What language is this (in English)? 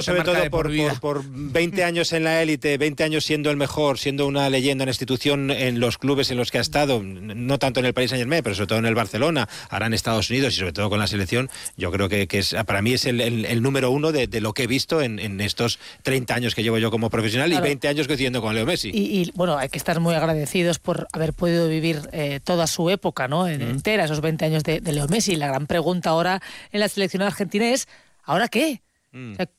Spanish